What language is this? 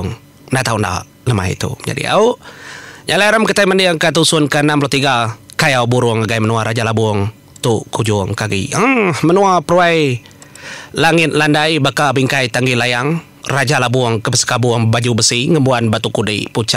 Iban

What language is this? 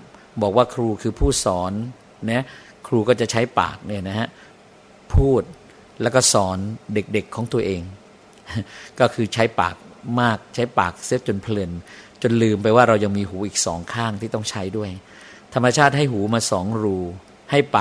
Thai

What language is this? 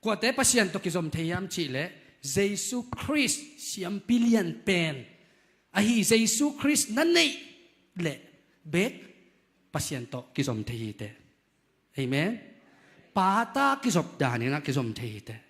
Tedim Chin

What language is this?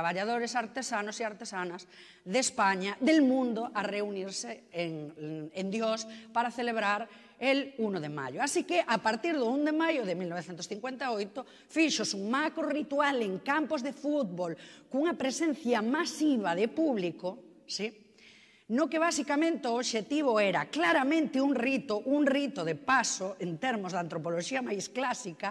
Galician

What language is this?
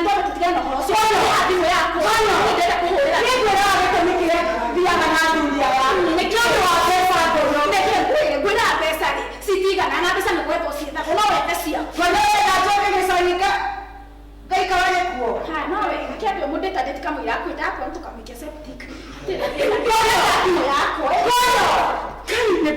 Kikuyu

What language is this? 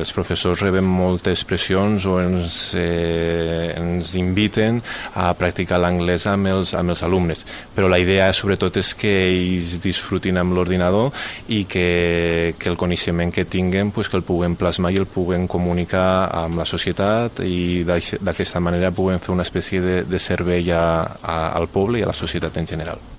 Catalan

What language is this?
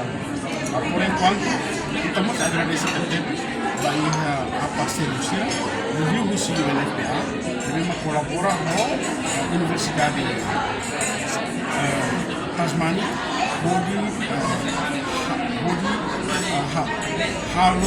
Tetum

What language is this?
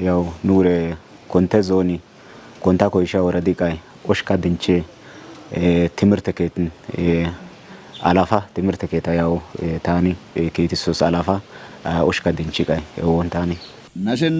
Kafa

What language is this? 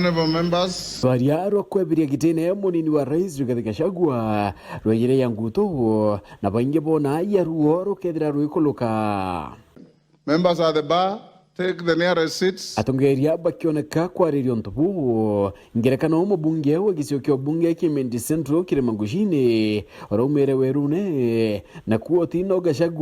Meru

